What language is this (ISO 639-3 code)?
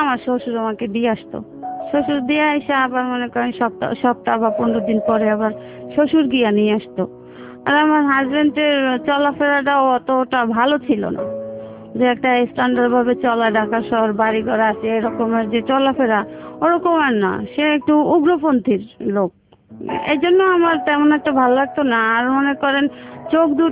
ben